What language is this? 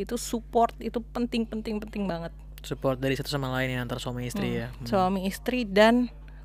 Indonesian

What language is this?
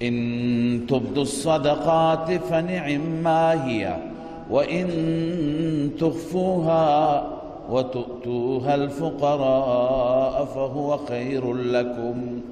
Persian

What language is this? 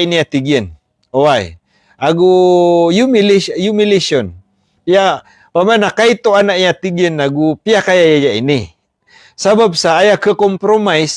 Maranao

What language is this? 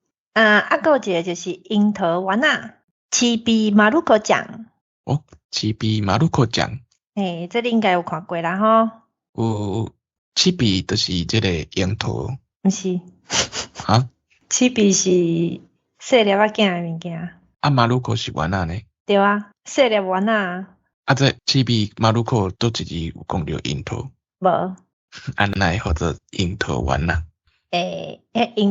Min Nan Chinese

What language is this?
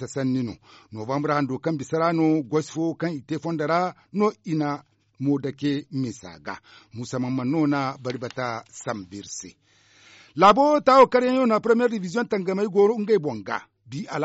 Zarma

